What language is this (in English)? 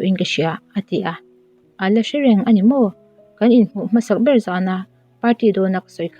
Mizo